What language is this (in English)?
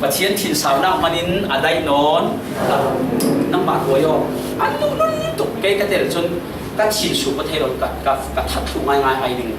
Falam Chin